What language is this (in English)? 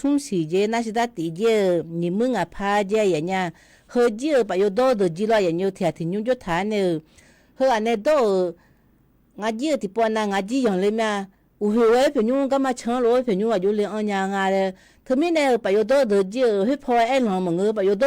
Akha